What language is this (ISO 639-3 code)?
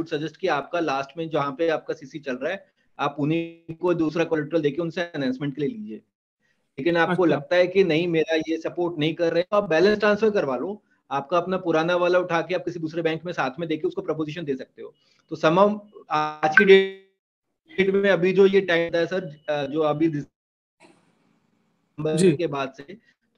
hin